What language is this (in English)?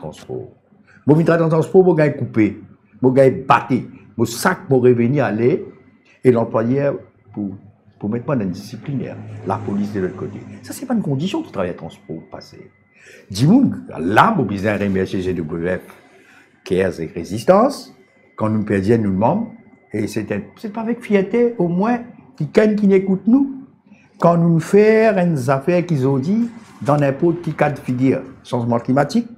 Morisyen